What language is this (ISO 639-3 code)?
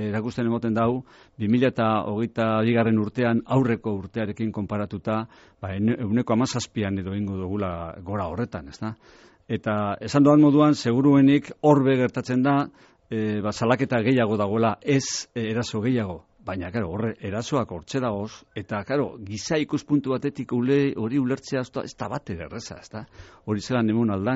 eus